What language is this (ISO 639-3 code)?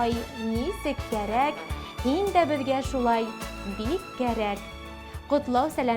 bak